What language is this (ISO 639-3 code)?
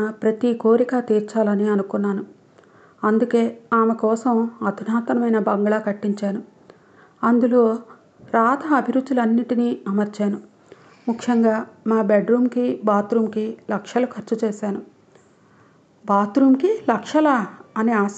tel